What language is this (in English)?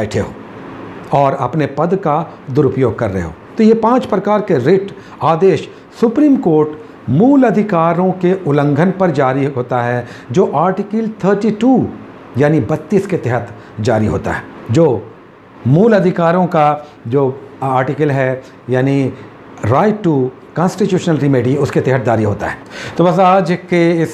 Hindi